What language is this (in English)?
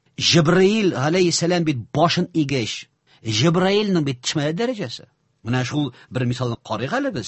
Tatar